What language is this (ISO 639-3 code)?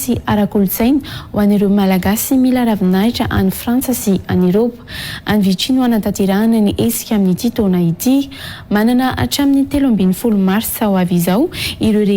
mlg